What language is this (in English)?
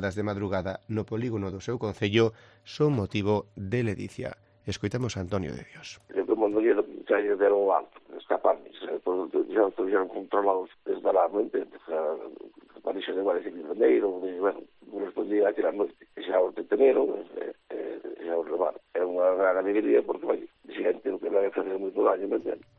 Galician